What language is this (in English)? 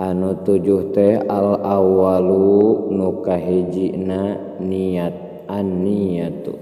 Sundanese